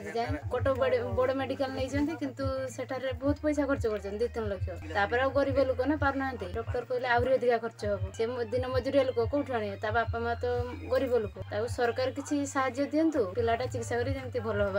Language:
Odia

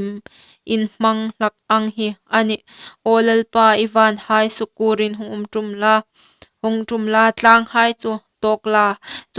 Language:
Hmar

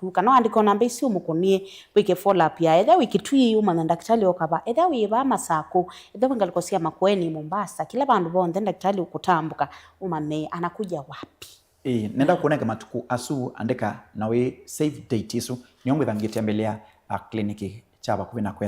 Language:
Kamba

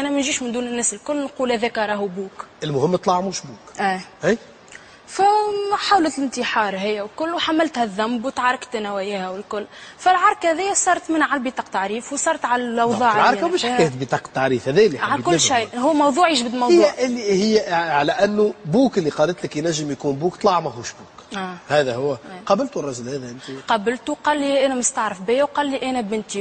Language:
Tunisian Arabic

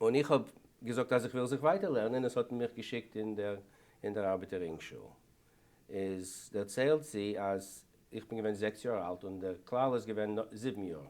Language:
Yiddish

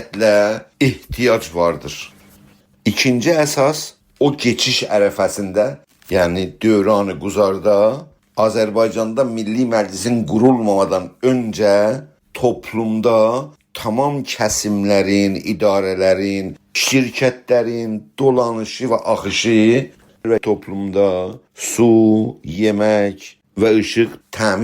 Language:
South Azerbaijani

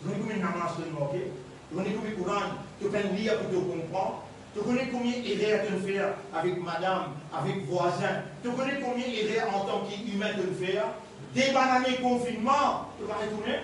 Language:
Morisyen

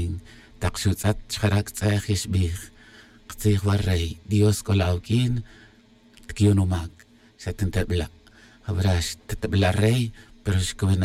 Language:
Tz'utujil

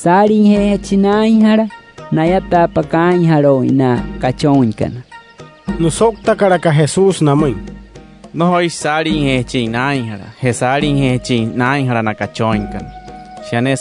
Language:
Wayuu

